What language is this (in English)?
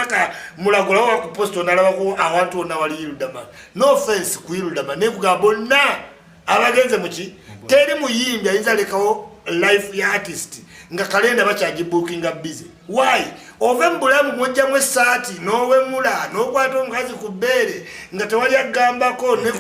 Ganda